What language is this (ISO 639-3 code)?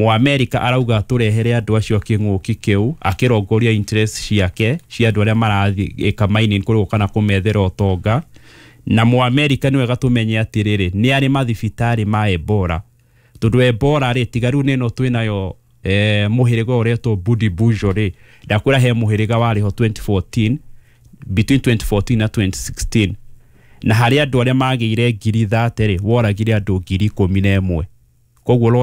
kik